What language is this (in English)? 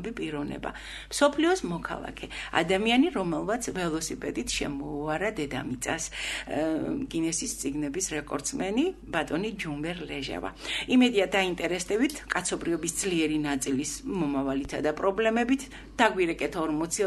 Georgian